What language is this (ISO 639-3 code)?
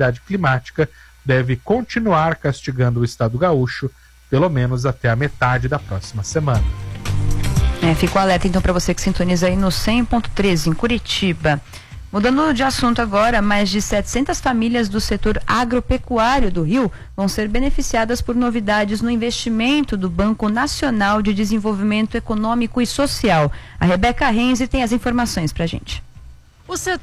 por